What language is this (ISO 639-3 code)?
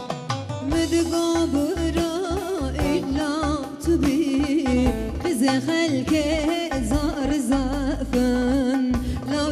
tur